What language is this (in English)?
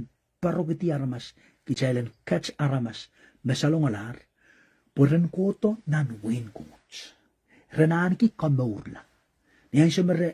Pohnpeian